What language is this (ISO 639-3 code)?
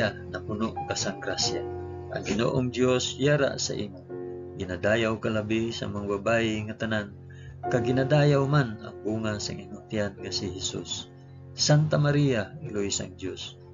hil